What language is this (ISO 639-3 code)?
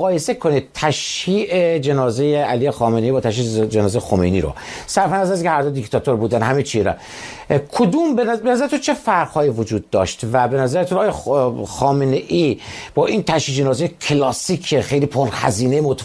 fas